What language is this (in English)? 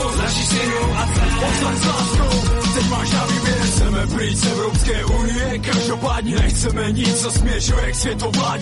Czech